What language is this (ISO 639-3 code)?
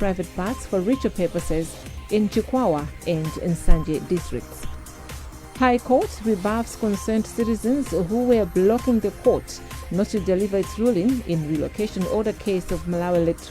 eng